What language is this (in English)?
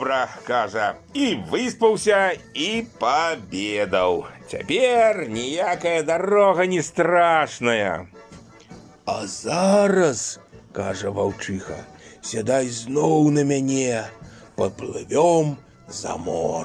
Belarusian